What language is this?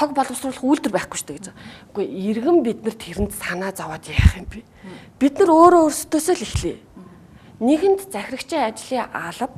Mongolian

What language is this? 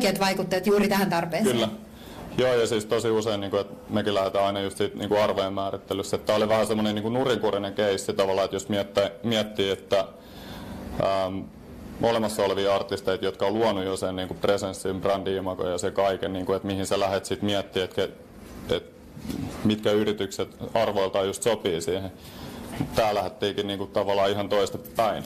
Finnish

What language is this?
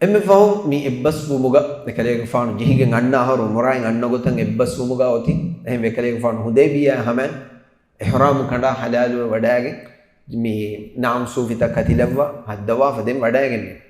Divehi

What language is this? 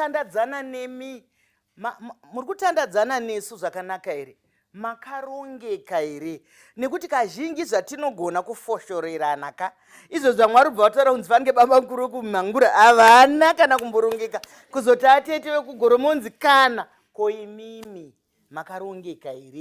Shona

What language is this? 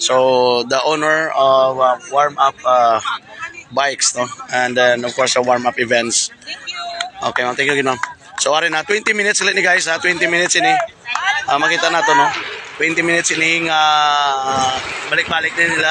Hiligaynon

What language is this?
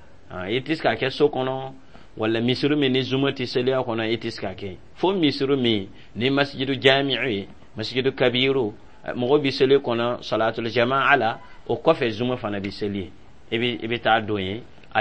Dyula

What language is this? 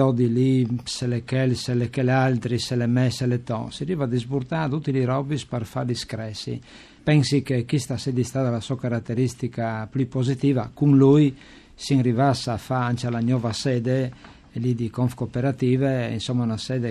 Friulian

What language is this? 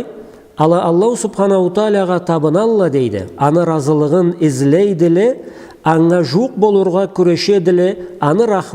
Karachay-Balkar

